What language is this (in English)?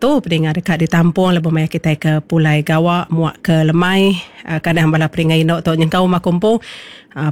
Iban